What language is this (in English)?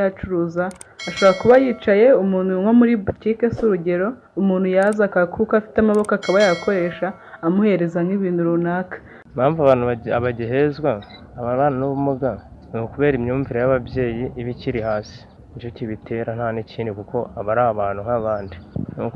Kinyarwanda